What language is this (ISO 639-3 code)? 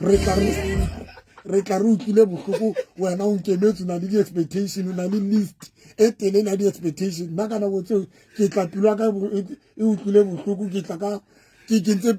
sot